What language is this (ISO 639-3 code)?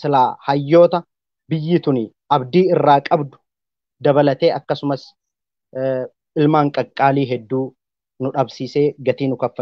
orm